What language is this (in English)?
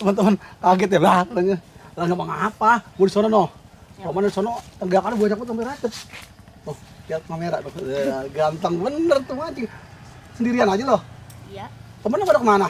Betawi